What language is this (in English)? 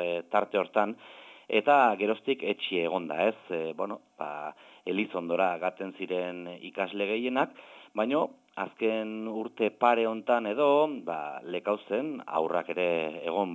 Basque